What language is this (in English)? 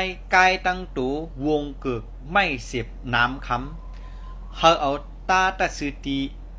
Shan